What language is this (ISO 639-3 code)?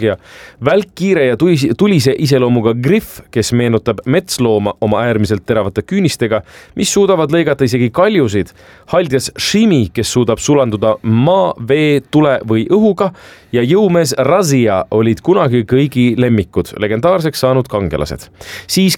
est